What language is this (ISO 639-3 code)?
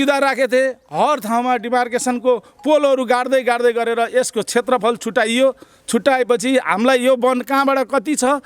nep